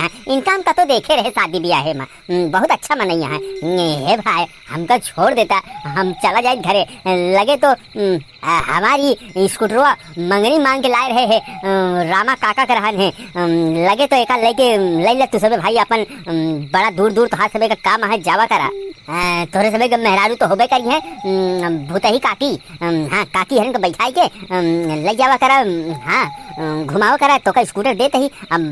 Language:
Awadhi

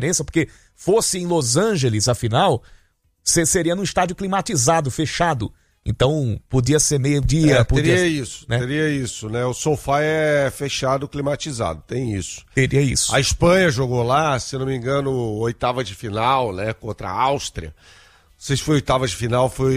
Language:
Portuguese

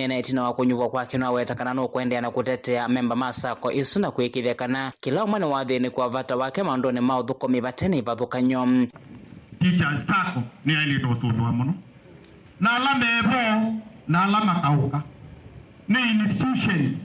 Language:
Kamba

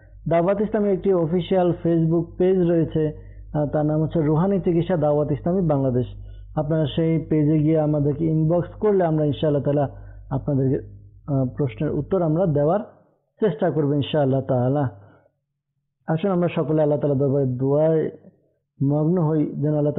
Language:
Bangla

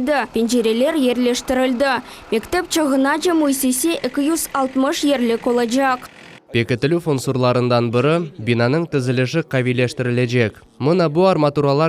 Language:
Crimean Tatar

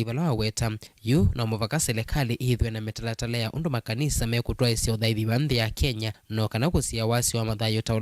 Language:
Kamba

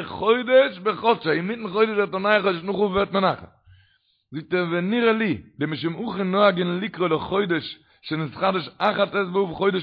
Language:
Yiddish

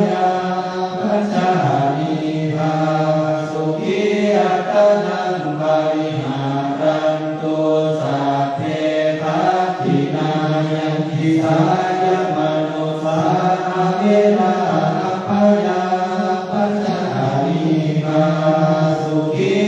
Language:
Pali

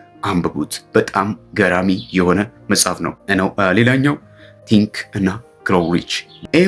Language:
Amharic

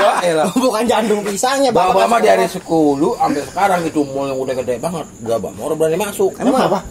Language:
Betawi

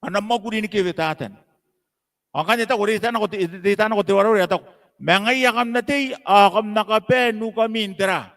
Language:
Gilbertese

